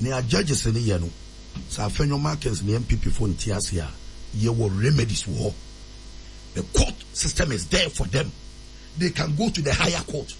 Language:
Akan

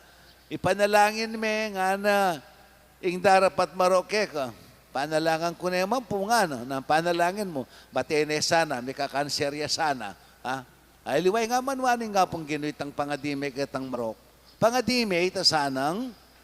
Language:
Pampanga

